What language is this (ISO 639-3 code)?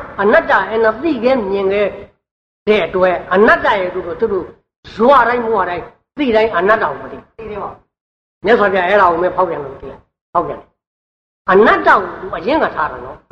mya